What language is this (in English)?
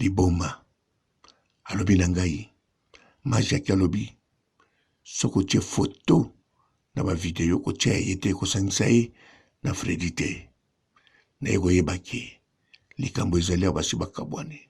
Lingala